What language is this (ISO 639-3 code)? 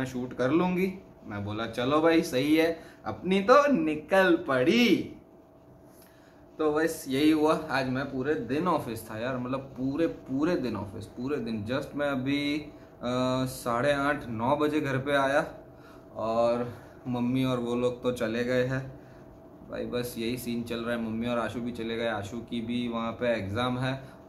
hin